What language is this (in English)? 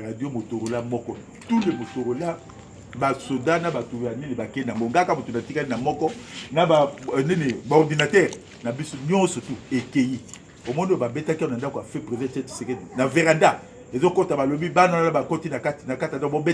Lingala